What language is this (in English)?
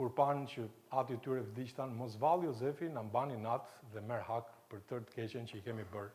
Albanian